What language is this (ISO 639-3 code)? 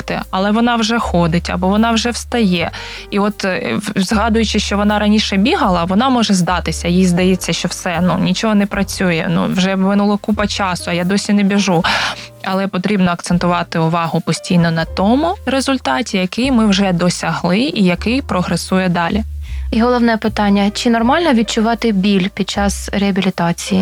ukr